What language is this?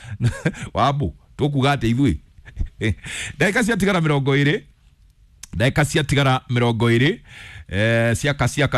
Kikuyu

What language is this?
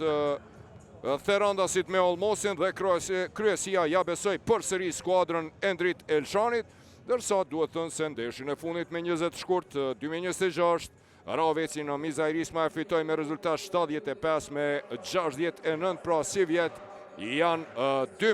Albanian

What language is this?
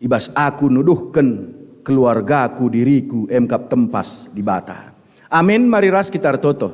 Batak Karo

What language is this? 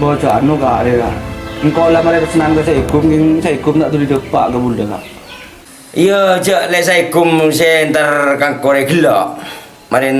Madurese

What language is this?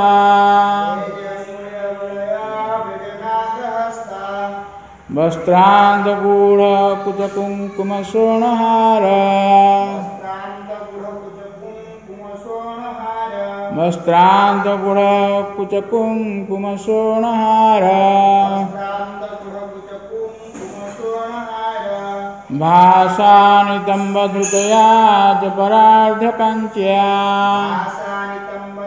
Odia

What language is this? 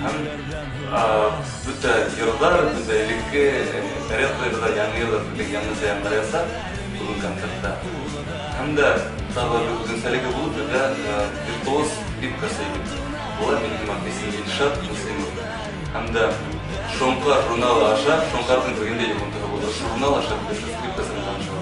Bashkir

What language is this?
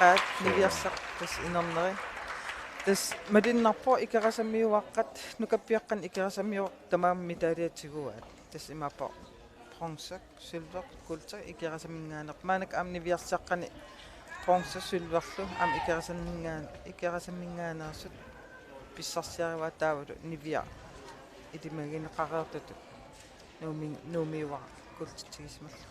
Kalaallisut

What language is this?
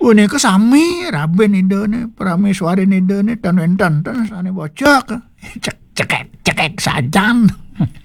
Balinese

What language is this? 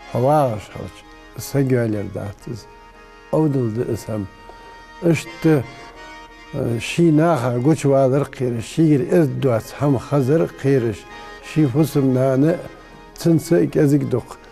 Ingush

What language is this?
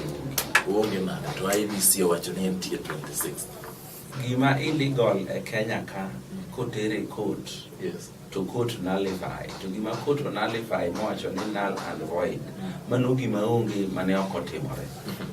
Luo (Kenya and Tanzania)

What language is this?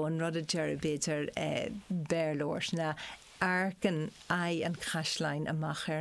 Irish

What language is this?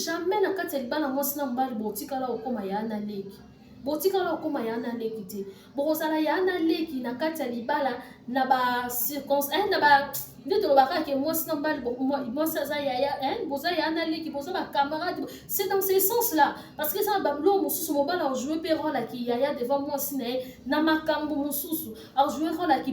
Lingala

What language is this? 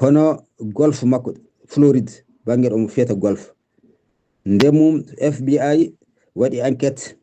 Fula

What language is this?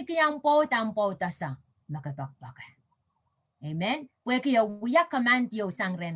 Pohnpeian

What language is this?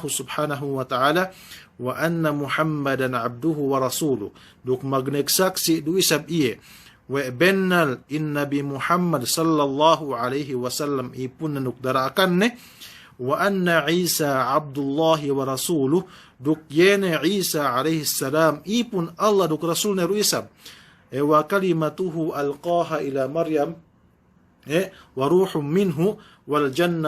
Yakan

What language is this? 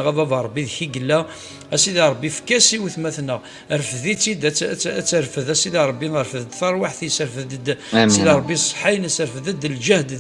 Kabyle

